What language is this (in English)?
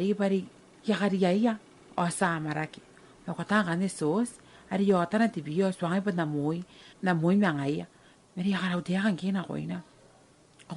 Gilbertese